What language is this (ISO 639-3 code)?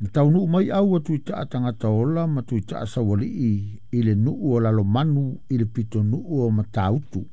smo